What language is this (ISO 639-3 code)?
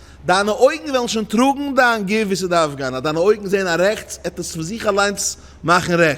yid